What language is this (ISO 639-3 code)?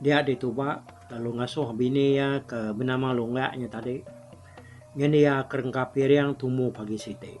iba